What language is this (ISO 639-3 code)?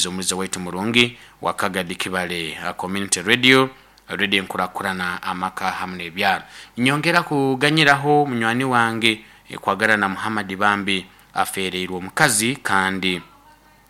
nyo